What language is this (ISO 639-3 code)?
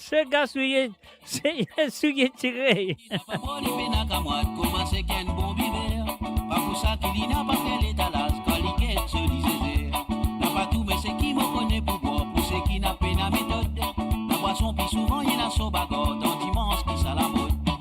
mfe